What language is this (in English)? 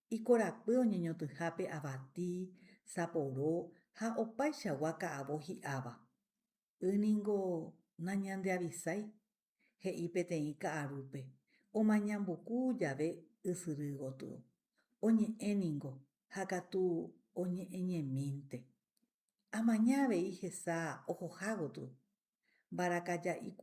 Guarani